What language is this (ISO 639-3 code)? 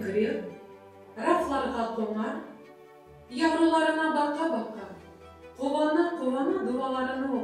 crh